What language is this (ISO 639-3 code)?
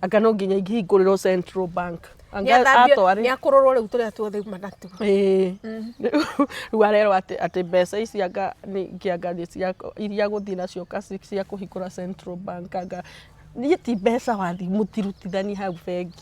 kik